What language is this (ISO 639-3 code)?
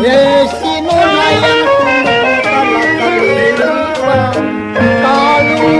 bew